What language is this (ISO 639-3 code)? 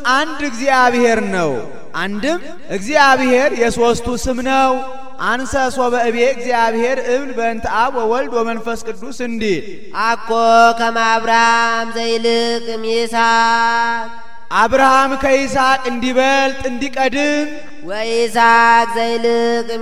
amh